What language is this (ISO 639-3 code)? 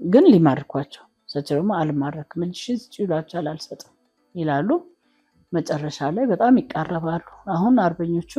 amh